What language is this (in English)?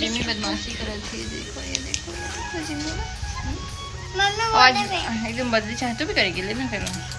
Chhattisgarhi